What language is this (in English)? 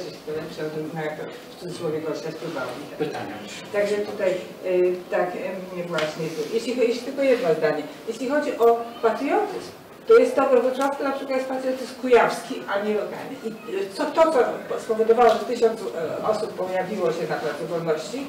Polish